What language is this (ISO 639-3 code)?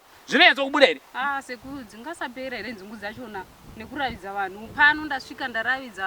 sna